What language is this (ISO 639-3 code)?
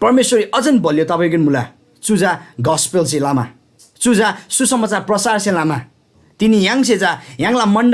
taj